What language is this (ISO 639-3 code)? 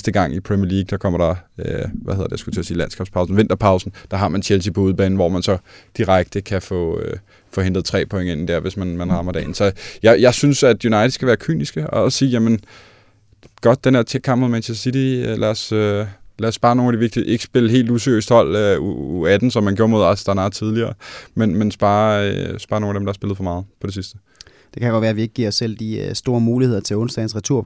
dan